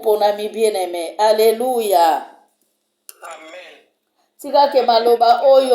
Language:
Lingala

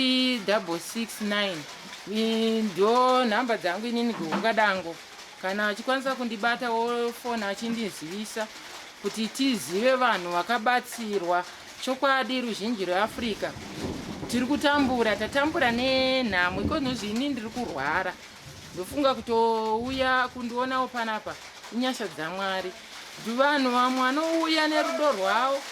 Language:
Shona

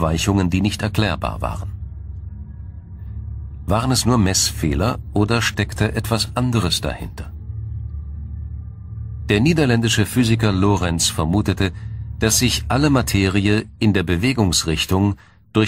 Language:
German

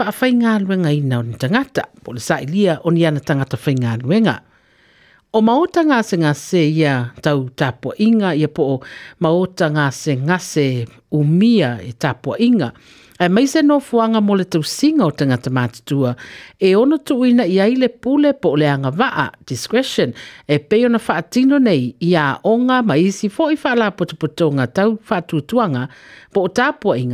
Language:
Samoan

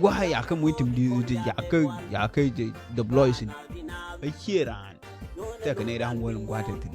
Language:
Nuer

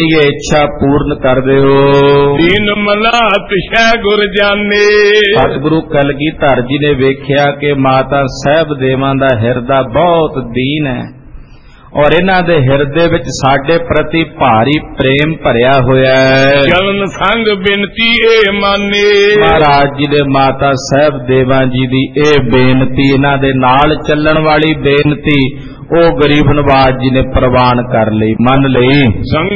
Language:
Punjabi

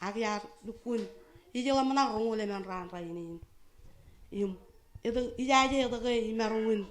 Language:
Marshallese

